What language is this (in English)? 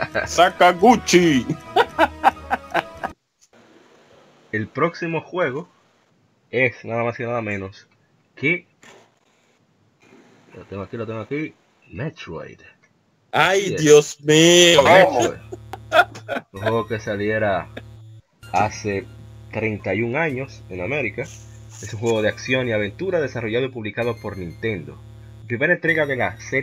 Spanish